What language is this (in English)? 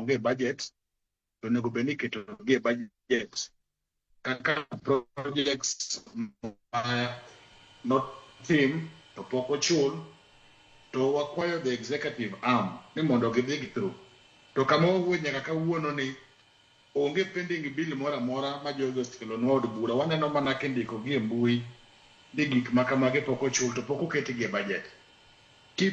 Luo (Kenya and Tanzania)